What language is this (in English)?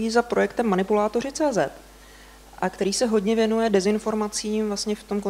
Czech